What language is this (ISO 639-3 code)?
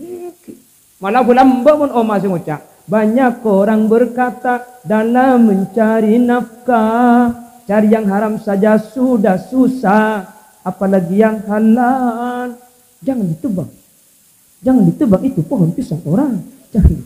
mad